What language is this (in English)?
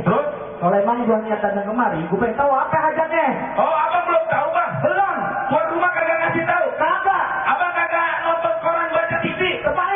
Betawi